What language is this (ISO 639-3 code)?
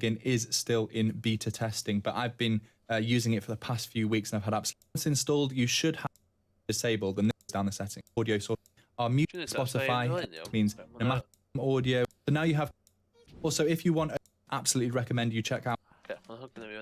cym